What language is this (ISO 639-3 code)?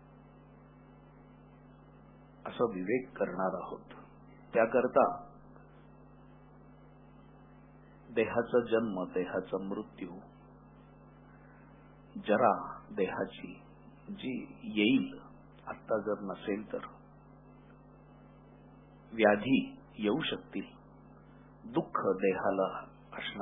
mar